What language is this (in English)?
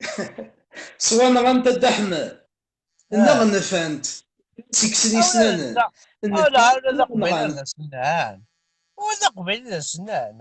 Kabyle